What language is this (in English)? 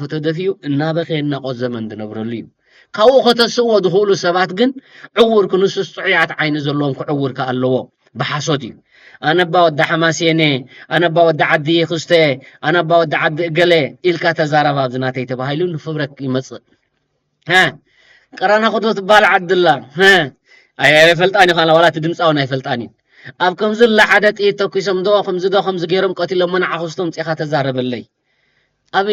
Tigrinya